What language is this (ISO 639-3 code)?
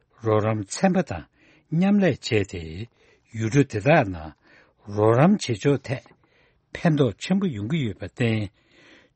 bod